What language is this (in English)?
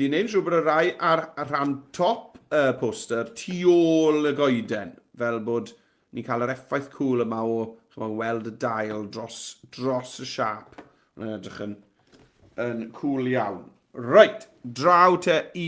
Welsh